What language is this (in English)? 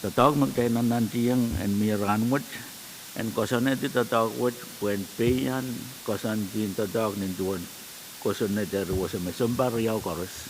Pohnpeian